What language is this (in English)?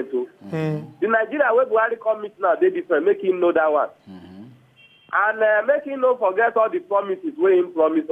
Nigerian Pidgin